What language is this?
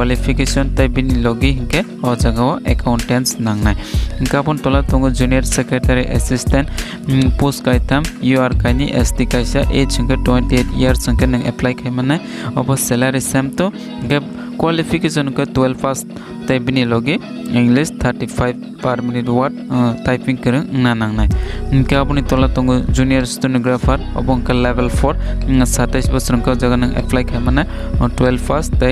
Kok Borok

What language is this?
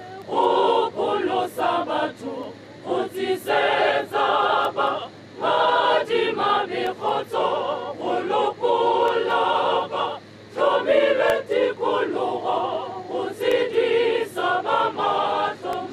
Tswana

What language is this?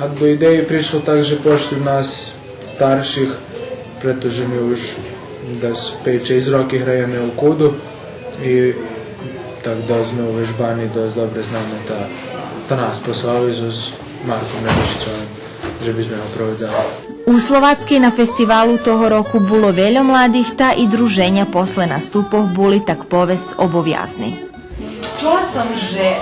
Rusyn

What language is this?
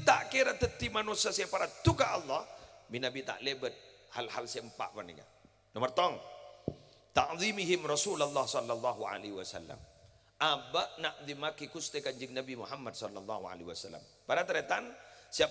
Madurese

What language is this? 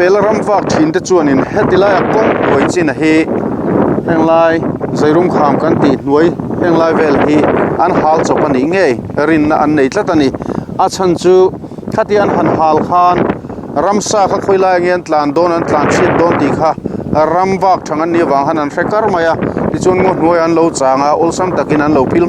Mizo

